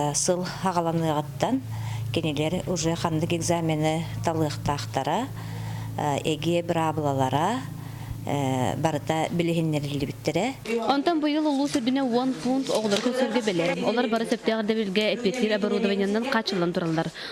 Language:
Yakut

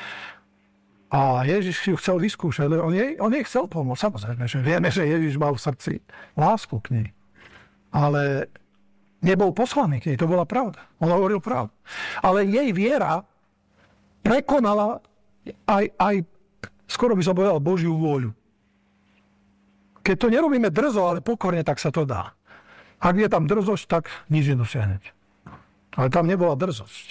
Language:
Slovak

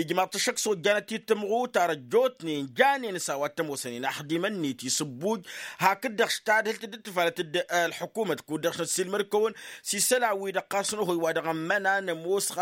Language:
Tamasheq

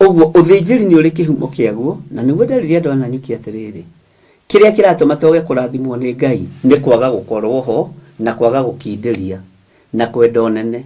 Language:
Kikuyu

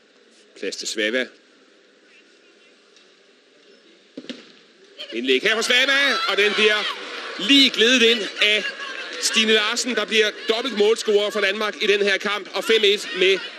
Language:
Danish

